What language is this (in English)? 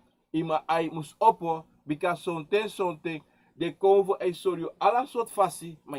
Sranan Tongo